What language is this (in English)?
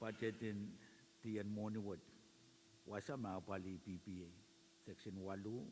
Pohnpeian